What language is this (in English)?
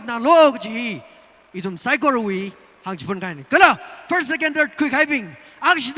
Tangkhul Naga (India)